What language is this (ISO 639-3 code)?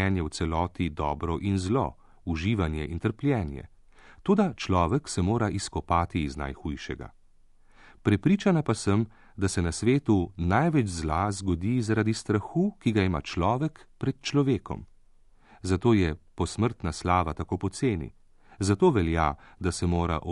slv